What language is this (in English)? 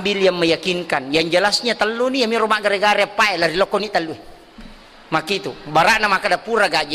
Buginese